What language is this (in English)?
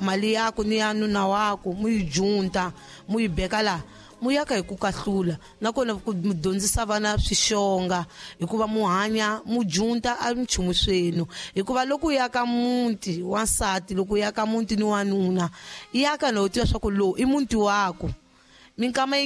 Tsonga